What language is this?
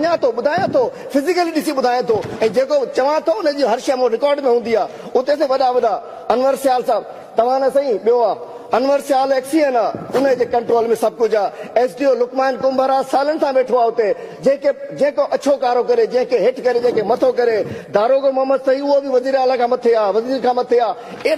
Sindhi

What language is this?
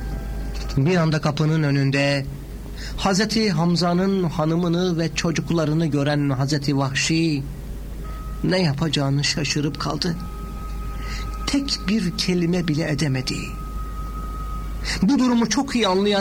Turkish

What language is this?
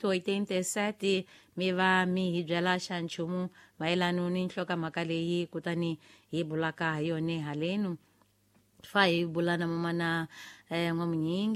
Tsonga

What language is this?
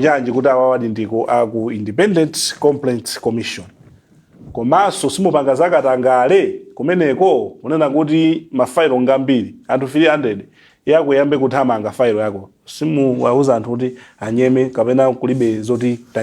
Nyanja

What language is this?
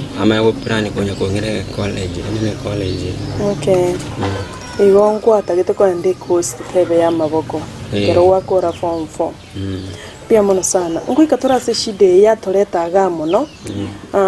Gusii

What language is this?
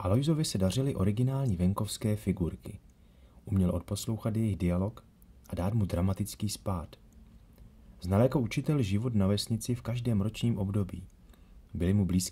Czech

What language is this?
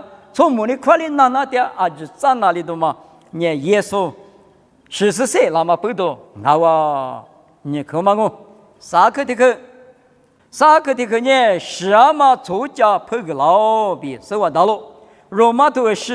Lisu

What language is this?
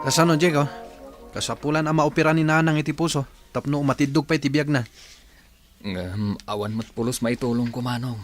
Iloko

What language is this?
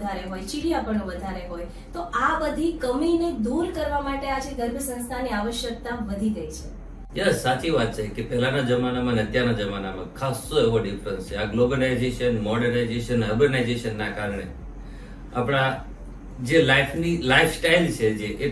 Gujarati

